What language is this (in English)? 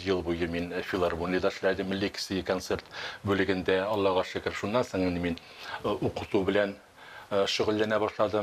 Tatar